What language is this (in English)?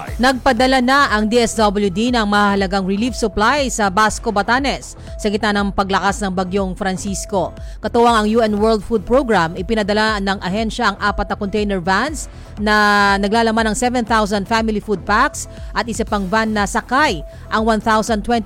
Filipino